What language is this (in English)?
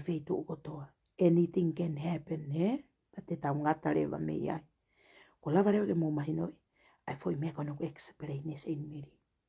Tongan